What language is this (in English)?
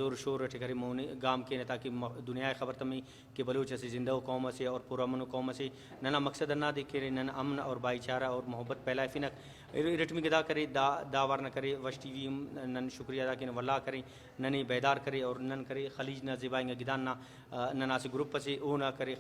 Brahui